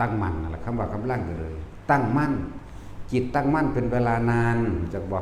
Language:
Northeastern Thai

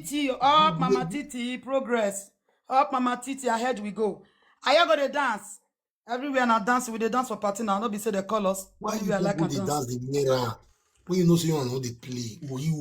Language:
Nigerian Pidgin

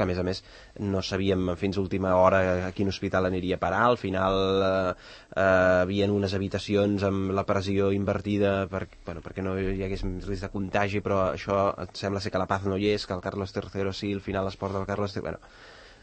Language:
Catalan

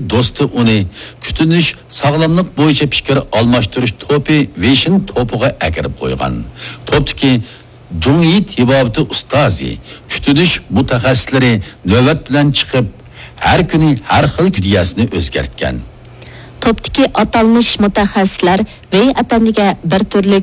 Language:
Uyghur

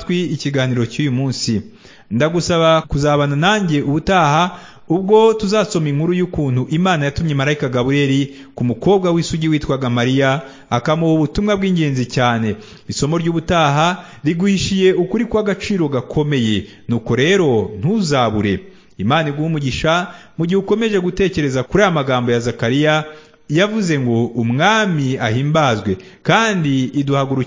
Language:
Kinyarwanda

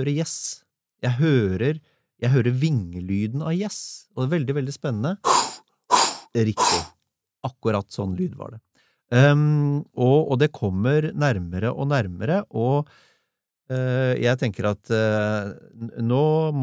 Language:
Norwegian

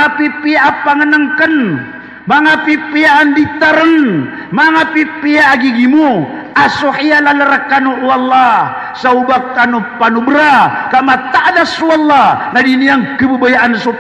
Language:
Maranao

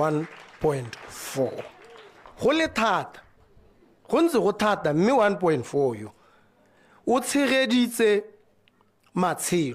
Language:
Tswana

